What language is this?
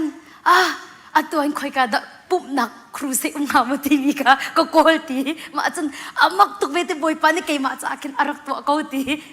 Hakha Chin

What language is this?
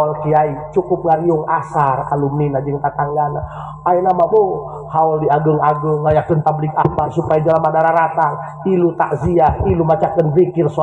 Sundanese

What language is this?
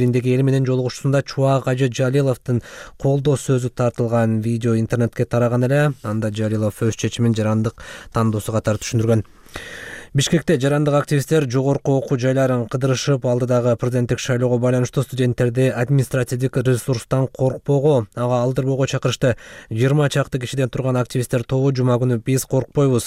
Kyrgyz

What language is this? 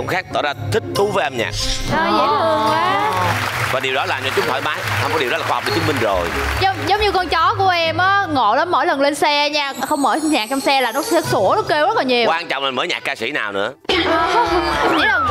Vietnamese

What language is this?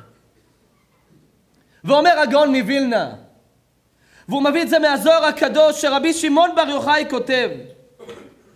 Hebrew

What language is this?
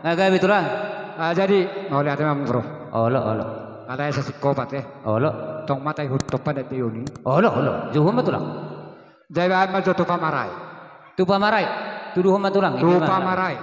Batak Toba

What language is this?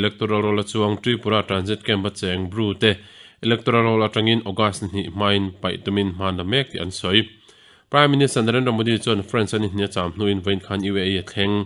Mizo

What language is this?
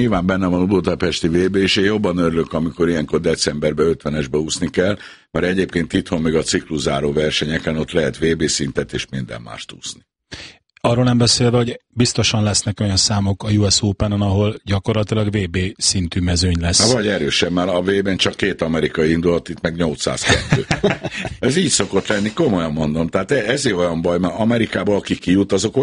Hungarian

